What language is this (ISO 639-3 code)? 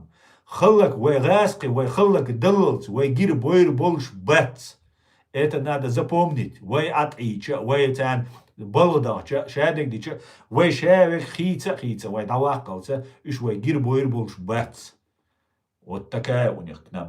che